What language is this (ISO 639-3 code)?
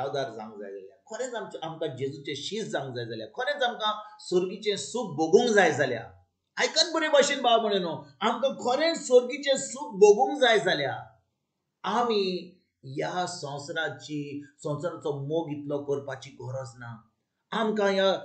kok